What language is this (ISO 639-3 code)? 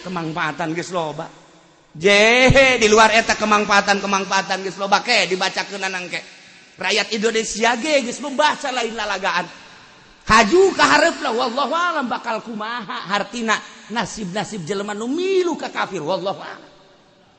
sun